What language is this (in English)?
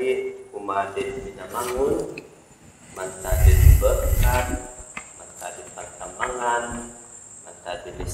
Central Dusun